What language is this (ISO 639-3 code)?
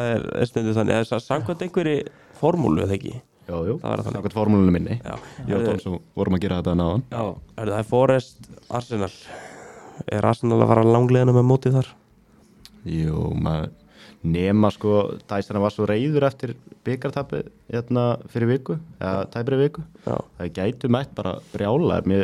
isl